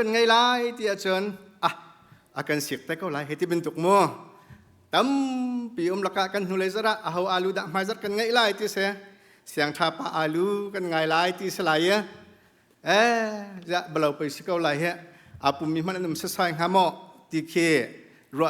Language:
Hakha Chin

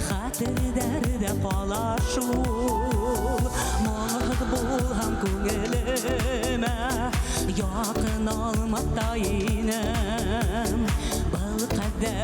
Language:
Bashkir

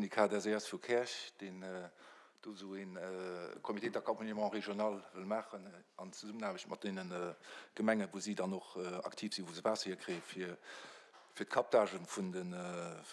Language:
Luxembourgish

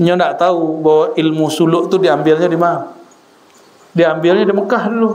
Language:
Minangkabau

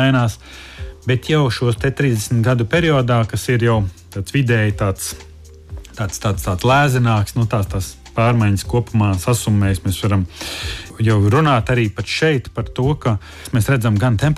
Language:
Latvian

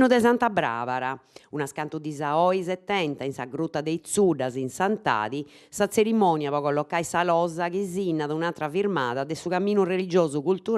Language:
Sardinian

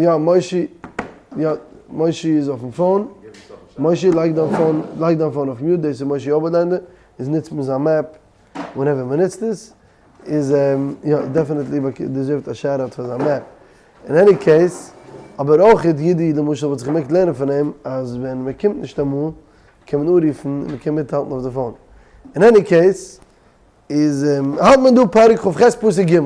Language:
Yiddish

